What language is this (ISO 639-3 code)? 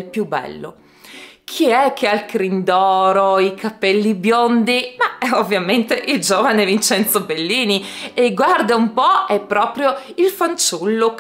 ita